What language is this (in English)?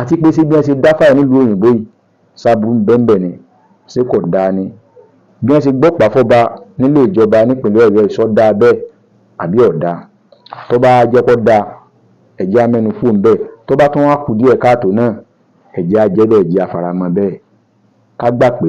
Yoruba